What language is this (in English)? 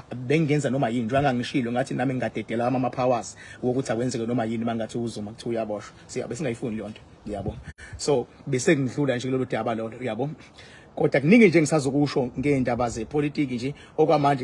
Zulu